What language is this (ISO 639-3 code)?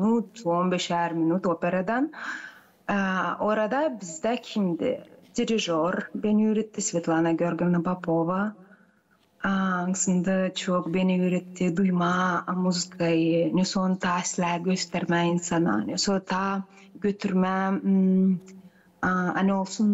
gag